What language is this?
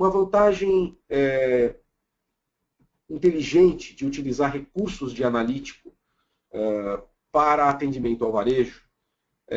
Portuguese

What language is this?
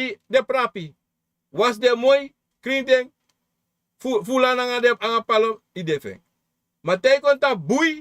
Sranan Tongo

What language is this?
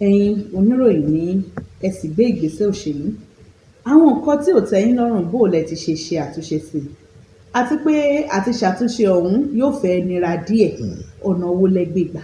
Yoruba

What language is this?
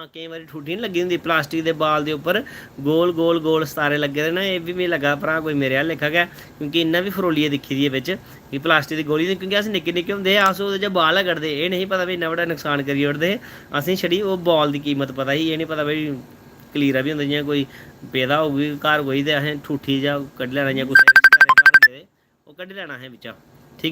Dogri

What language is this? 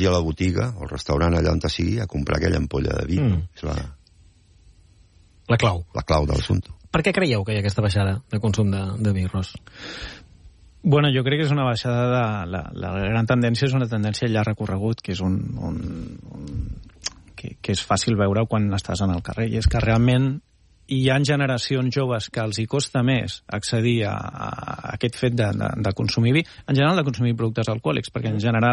Catalan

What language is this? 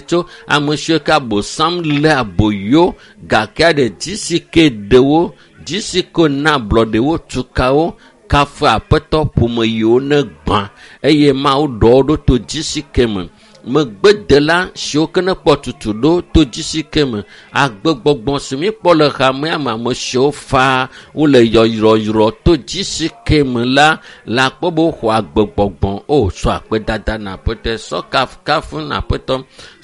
Ewe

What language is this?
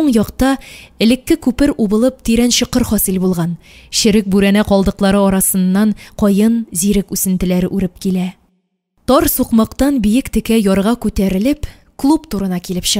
Tatar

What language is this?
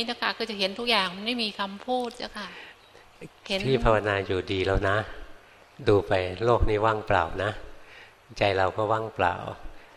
Thai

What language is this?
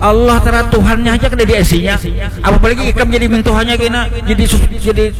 Banjar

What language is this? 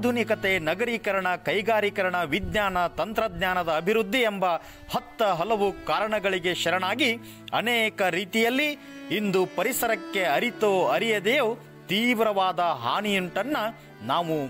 Kannada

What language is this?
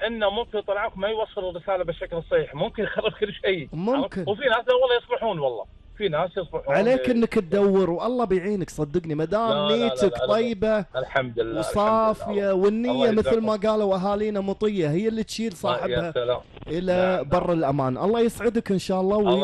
Gulf Arabic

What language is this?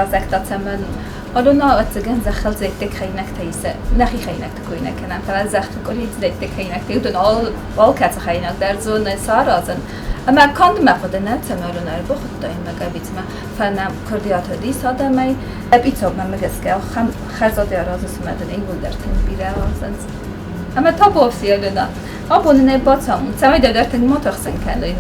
Ossetic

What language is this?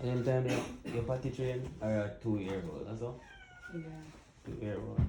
Jamaican Creole English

